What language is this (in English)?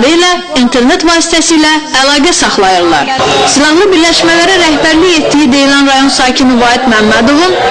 Azerbaijani